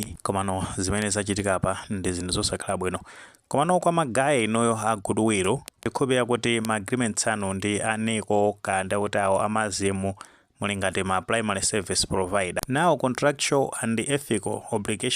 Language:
Nyanja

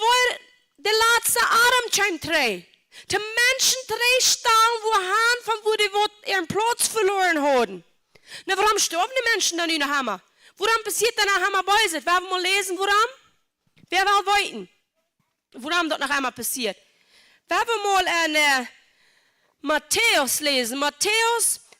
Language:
Plautdietsch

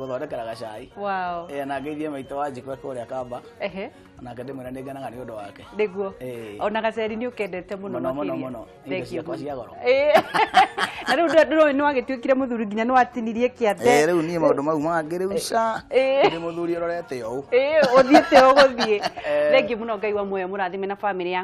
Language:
Kikuyu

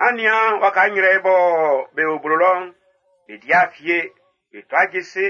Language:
Baoulé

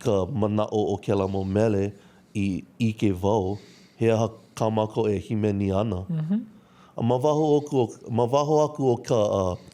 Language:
Hawaiian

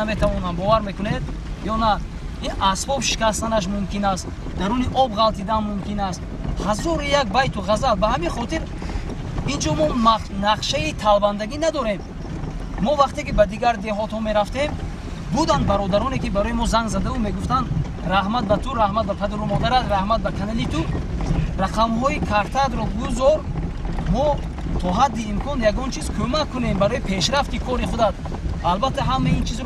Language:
Tajik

